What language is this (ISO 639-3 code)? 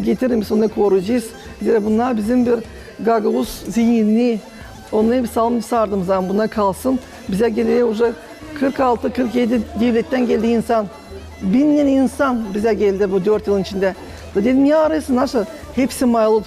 gag